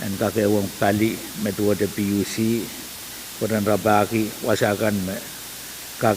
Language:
Pohnpeian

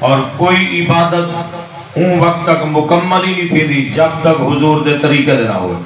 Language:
Saraiki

